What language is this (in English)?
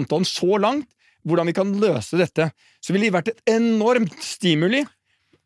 Norwegian